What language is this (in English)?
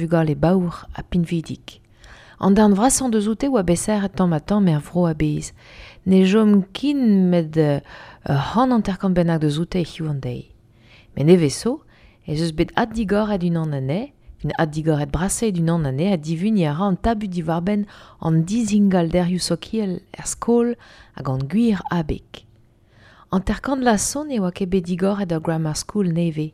Breton